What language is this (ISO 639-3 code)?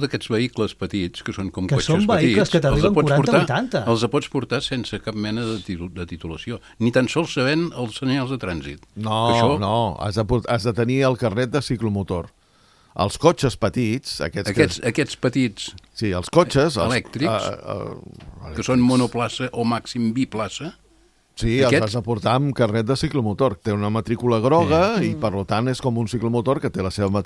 cat